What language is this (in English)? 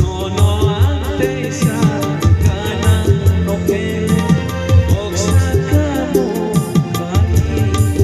Kok Borok